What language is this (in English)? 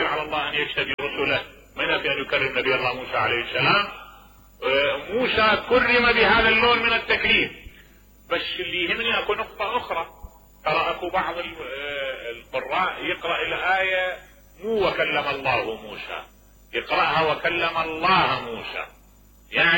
Mesopotamian Arabic